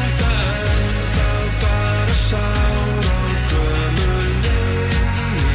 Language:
Icelandic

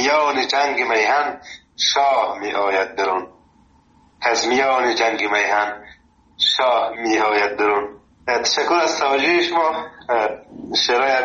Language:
Persian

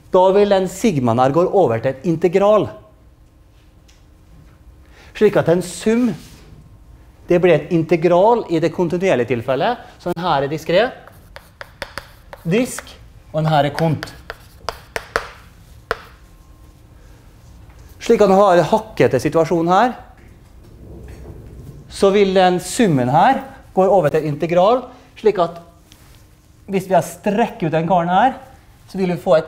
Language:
Norwegian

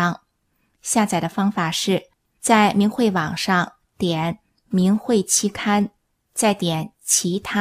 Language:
Chinese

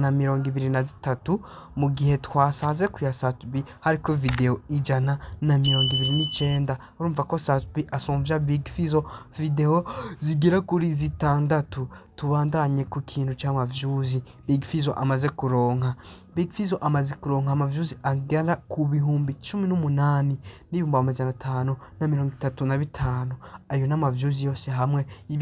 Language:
Rundi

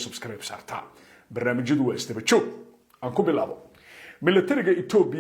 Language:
Somali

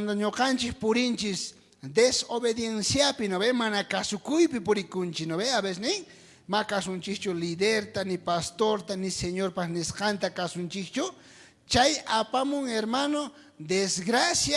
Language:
South Bolivian Quechua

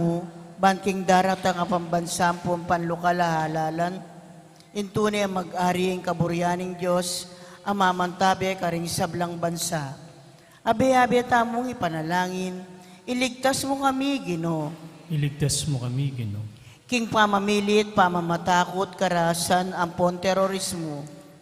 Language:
Pampanga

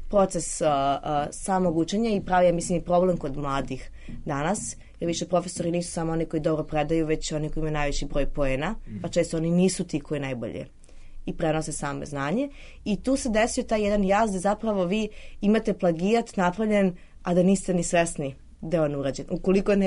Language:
Serbian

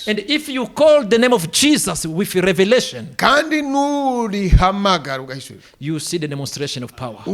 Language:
Kinyarwanda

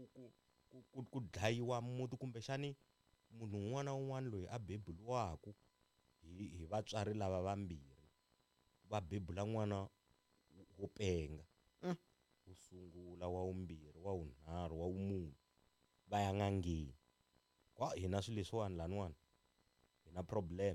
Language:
Tsonga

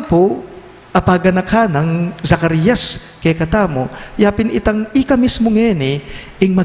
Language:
Pampanga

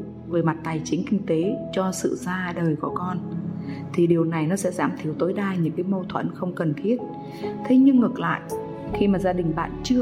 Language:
Vietnamese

